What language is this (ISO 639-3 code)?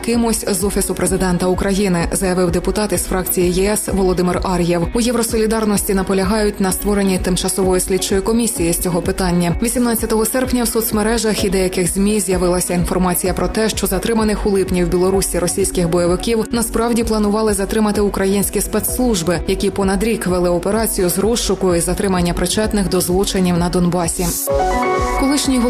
ukr